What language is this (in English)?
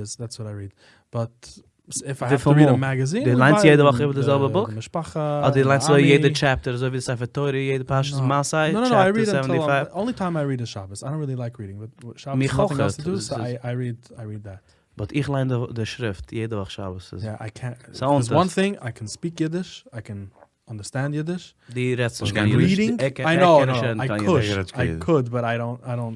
Yiddish